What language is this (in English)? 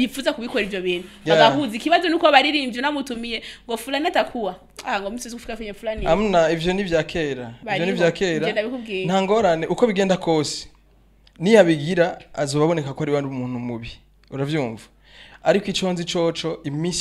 Rundi